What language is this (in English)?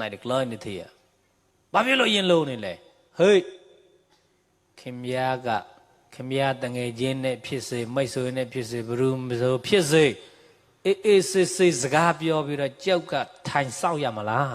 Mon